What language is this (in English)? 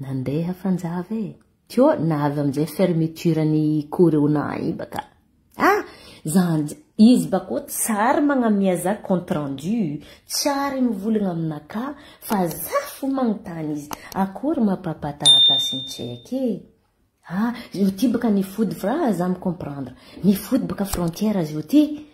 Malagasy